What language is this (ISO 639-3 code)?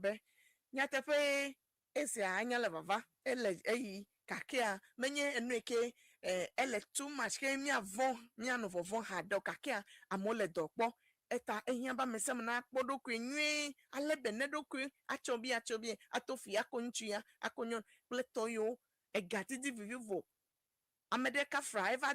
ewe